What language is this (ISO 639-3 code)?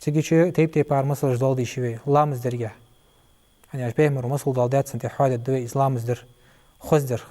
inh